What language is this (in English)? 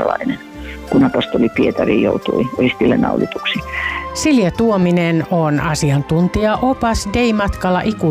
Finnish